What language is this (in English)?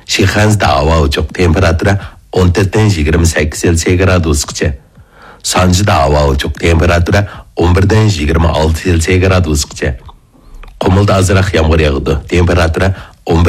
Kyrgyz